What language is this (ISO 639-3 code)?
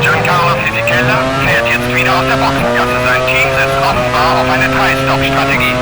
bar